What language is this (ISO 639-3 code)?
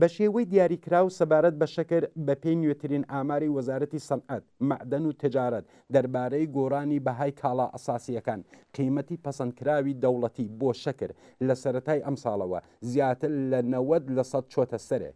ckb